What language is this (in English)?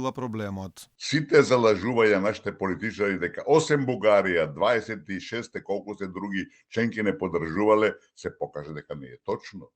Macedonian